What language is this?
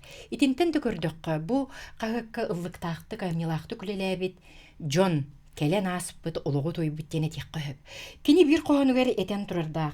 Yakut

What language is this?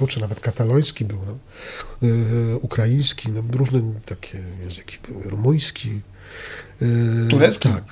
Polish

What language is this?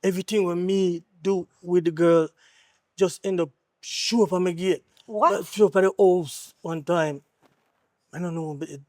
Jamaican Creole English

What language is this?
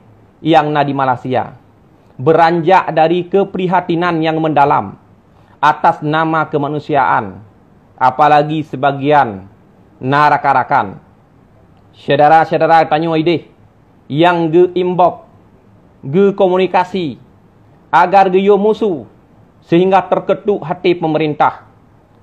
Achinese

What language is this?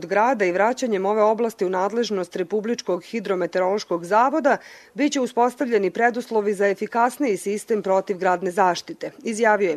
Serbian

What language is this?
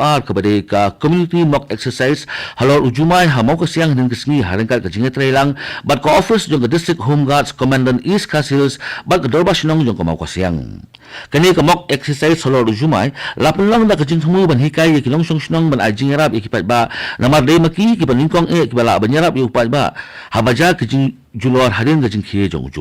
Khasi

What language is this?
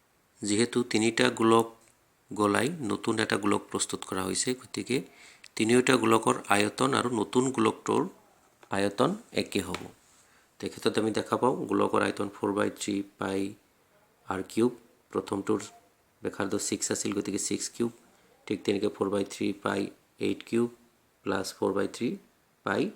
Assamese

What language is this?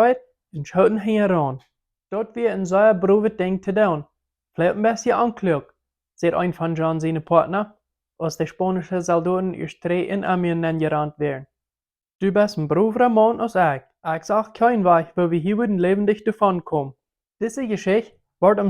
Plautdietsch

